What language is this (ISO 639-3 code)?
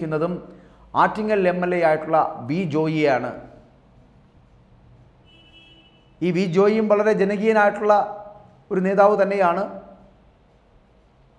mal